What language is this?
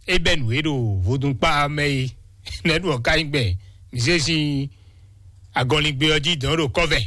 Fon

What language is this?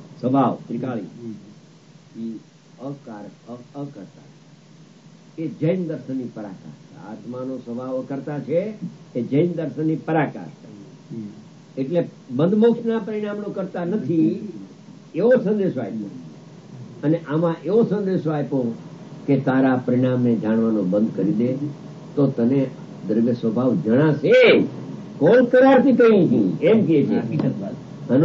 Gujarati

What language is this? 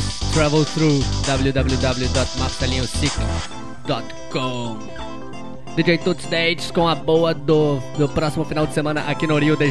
Portuguese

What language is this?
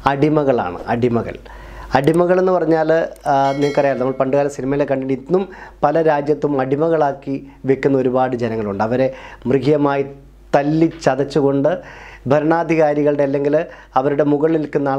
Malayalam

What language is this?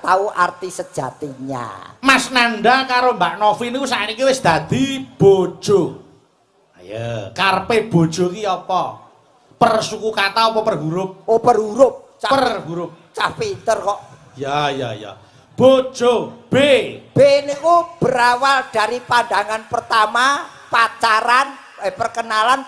Javanese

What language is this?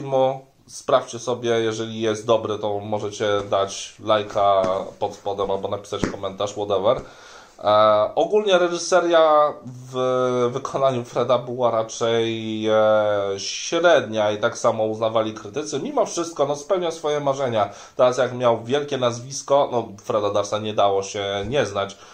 Polish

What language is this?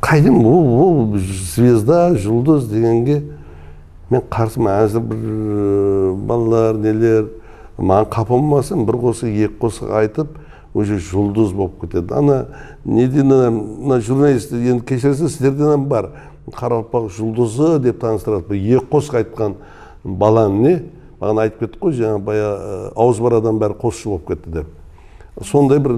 Kara-Kalpak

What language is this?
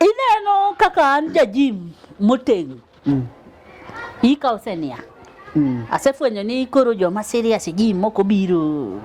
Luo (Kenya and Tanzania)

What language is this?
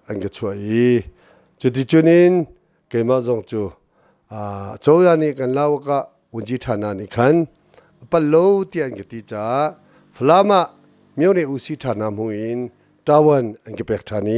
Hakha Chin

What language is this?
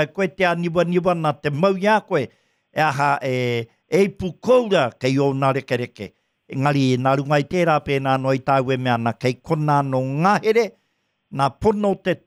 Māori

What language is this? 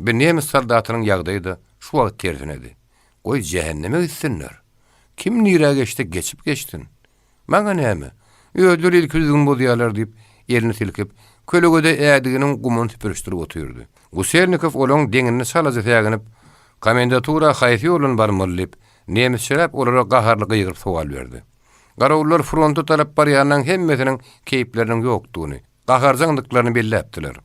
Turkmen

